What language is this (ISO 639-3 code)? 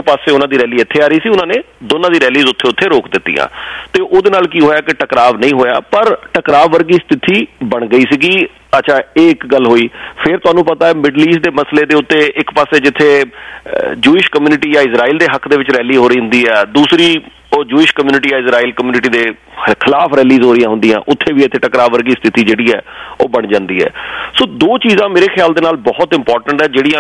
pan